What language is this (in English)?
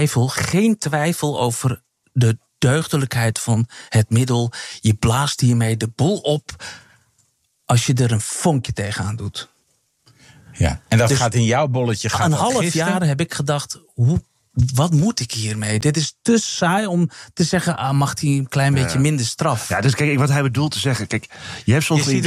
Dutch